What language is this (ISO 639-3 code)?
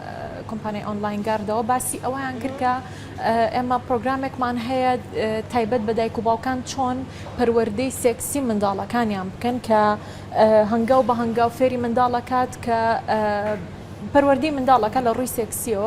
ckb